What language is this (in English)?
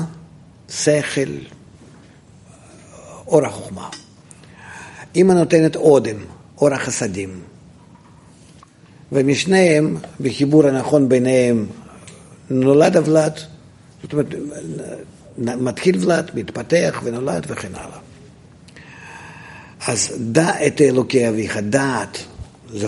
Hebrew